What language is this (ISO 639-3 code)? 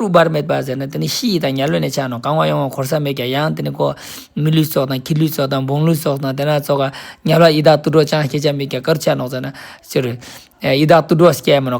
lbj